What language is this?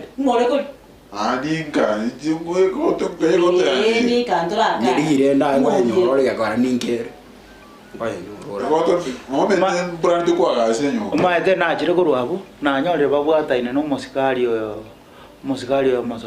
Gusii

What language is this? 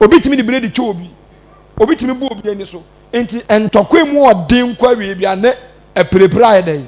Akan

